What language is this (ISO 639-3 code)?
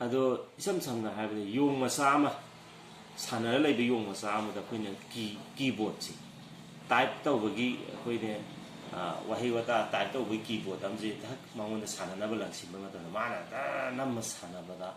mni